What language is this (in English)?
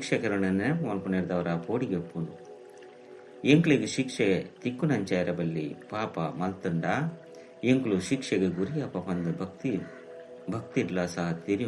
Tulu